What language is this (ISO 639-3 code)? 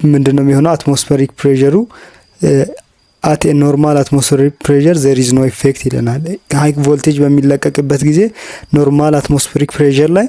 amh